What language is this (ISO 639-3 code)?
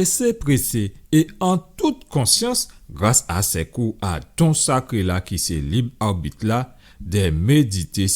gcf